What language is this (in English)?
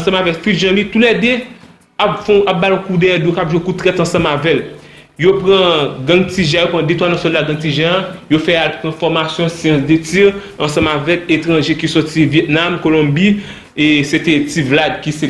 Haitian Creole